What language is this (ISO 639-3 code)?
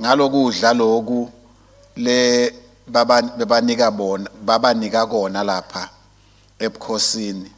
ssw